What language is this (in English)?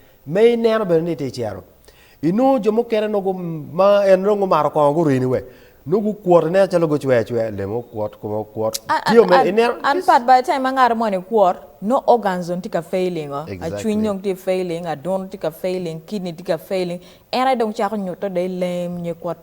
Acoli